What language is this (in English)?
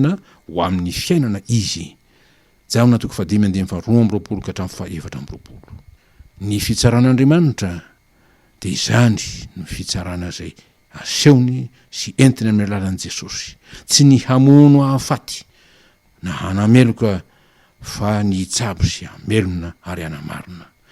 Malagasy